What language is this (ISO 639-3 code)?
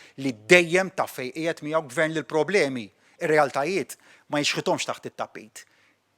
mlt